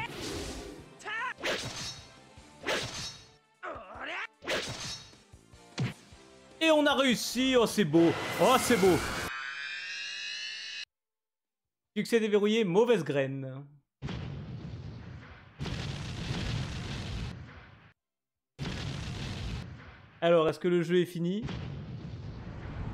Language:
French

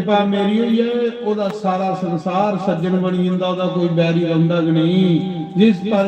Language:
Dogri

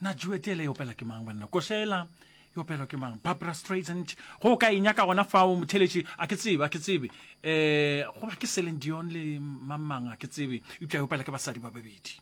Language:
Northern Sotho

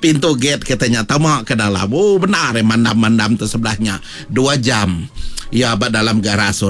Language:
Iban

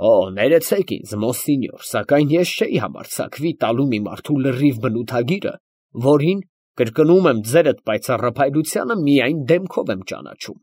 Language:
Armenian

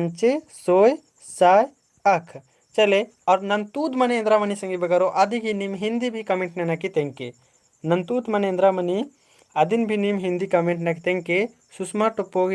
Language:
Kurukh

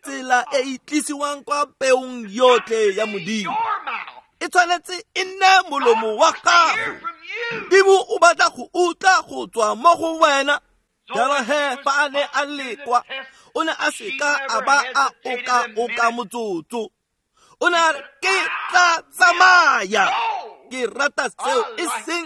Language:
Tswana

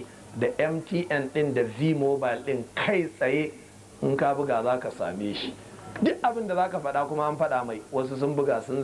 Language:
Hausa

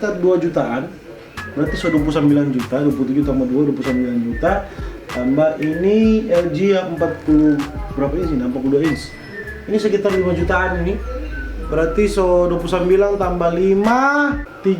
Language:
Manado Malay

